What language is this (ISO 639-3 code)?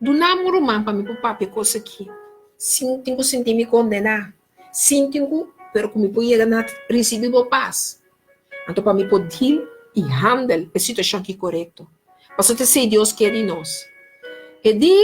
pap